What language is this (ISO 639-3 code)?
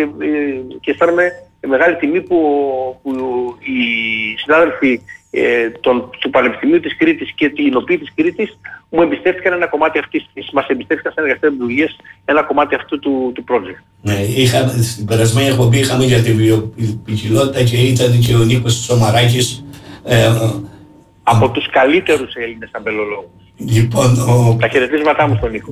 ell